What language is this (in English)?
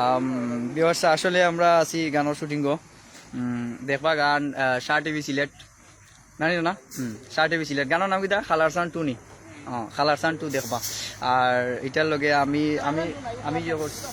Sylheti